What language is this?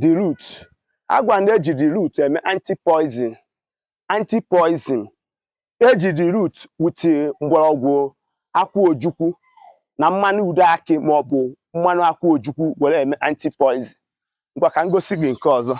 Igbo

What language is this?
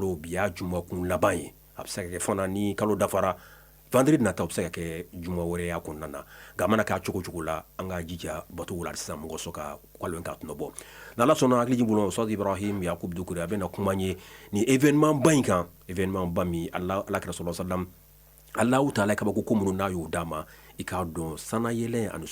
Bambara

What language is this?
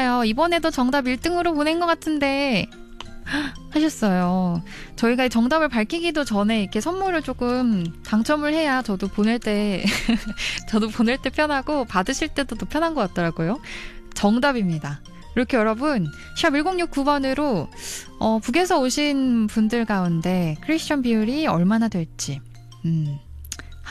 Korean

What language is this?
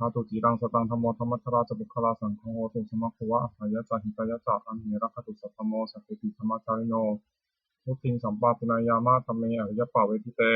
Pali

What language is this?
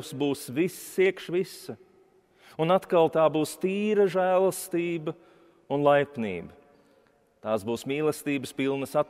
Latvian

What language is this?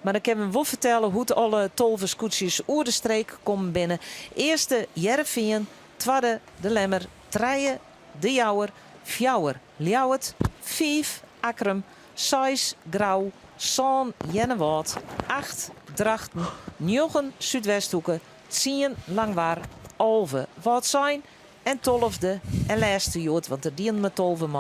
Western Frisian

